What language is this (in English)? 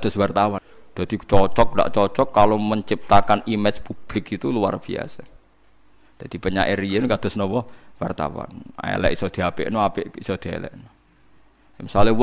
Javanese